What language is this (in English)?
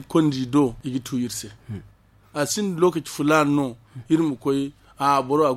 Zarma